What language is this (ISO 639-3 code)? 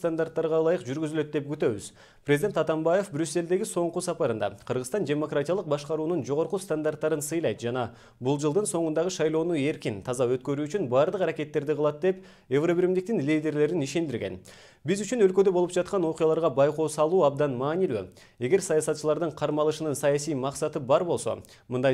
kir